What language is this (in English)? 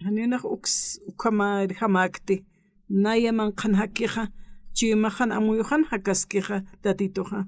Aymara